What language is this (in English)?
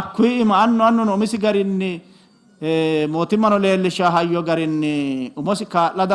Sidamo